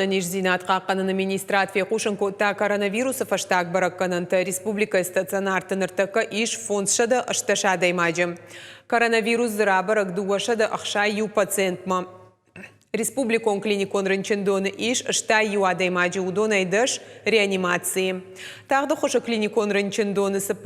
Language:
Ossetic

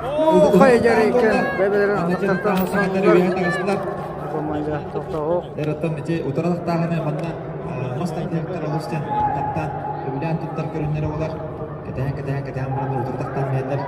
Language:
Yakut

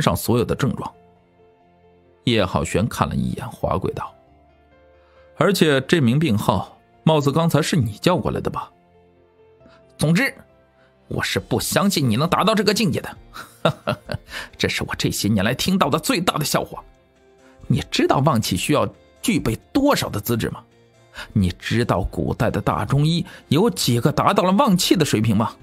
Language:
Chinese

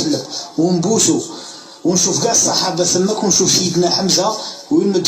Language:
Algerian Arabic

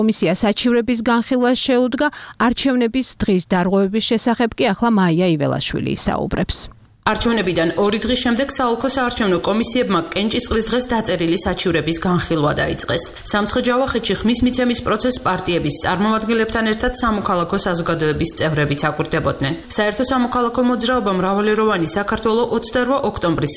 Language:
Georgian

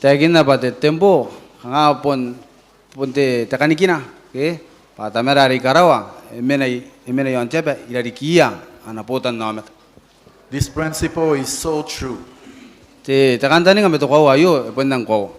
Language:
Gilbertese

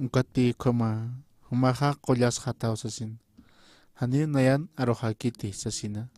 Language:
Aymara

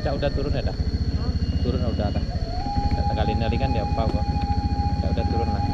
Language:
Minangkabau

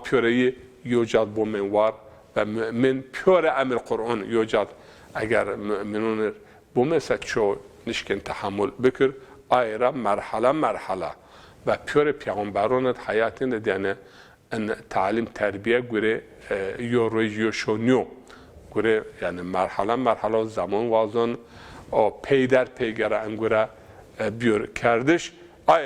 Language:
Zaza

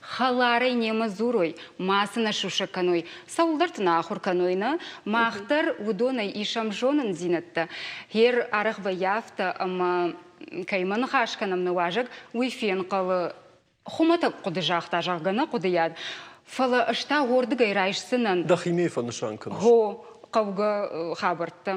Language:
Ossetic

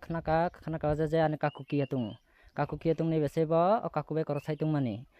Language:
Kok Borok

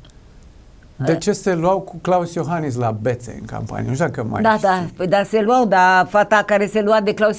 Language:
Romanian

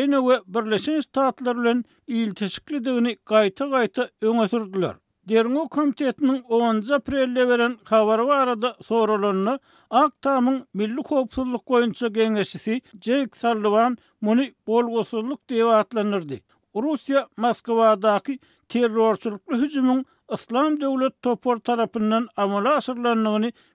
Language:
Turkmen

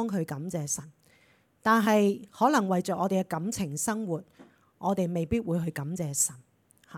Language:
Cantonese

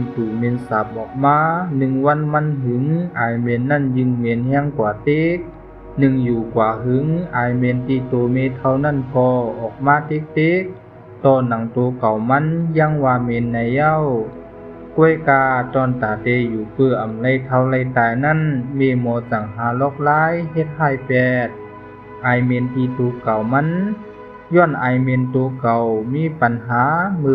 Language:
Shan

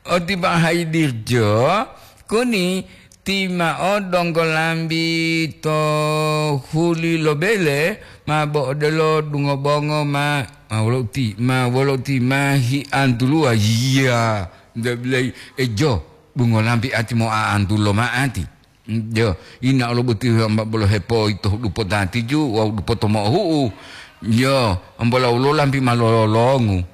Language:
Gorontalo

